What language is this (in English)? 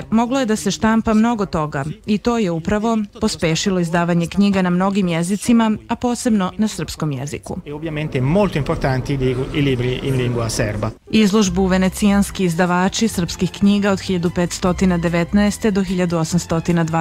Serbian